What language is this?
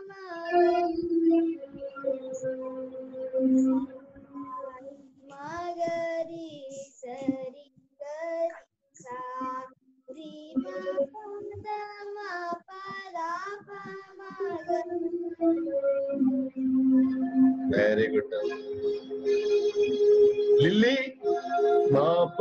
Telugu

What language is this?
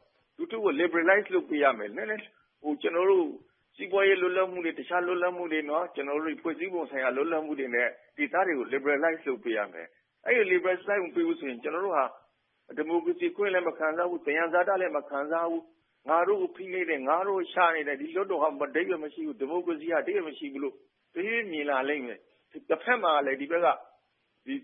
Burmese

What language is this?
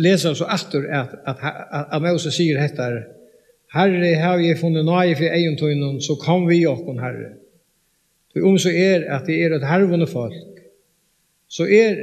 Faroese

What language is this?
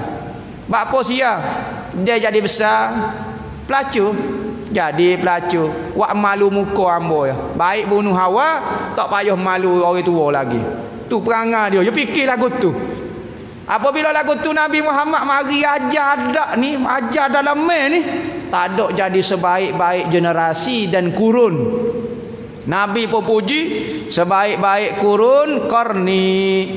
Malay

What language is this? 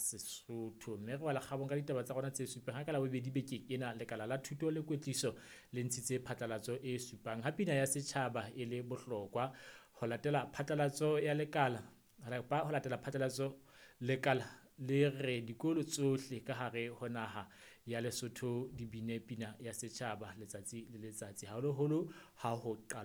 Southern Sotho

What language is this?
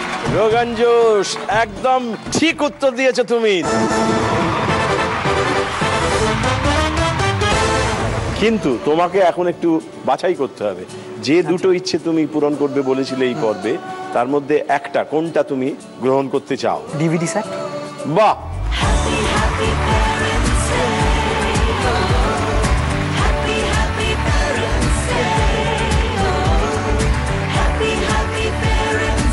Bangla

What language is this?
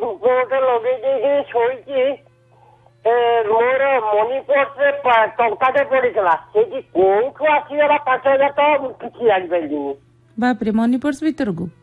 Odia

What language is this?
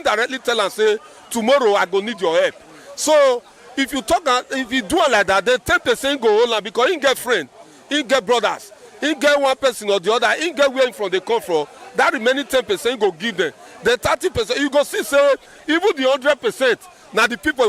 Nigerian Pidgin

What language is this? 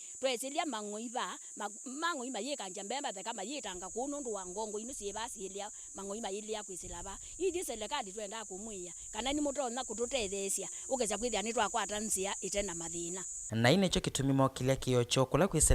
Kamba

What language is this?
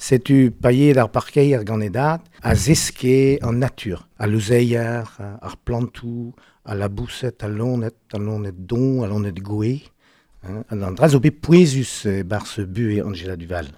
Breton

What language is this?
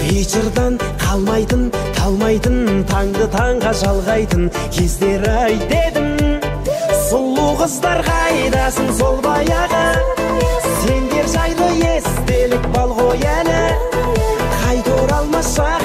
Kara-Kalpak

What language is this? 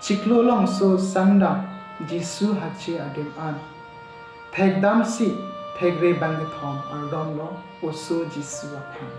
Karbi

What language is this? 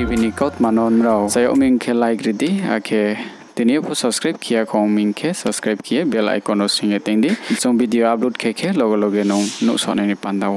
Riang (India)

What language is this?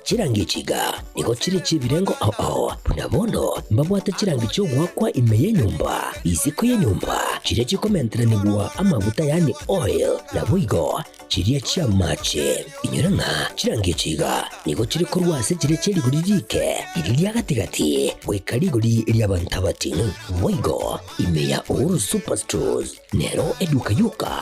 Gusii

